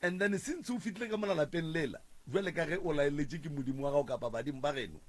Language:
Northern Sotho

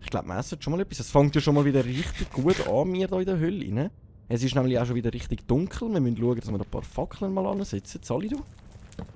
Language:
Swiss German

